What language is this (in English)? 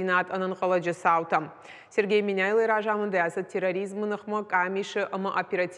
Ossetic